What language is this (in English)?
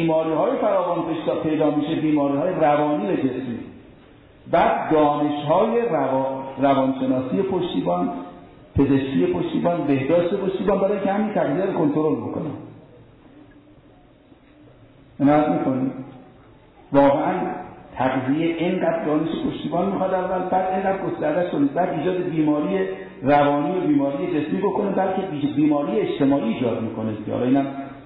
Persian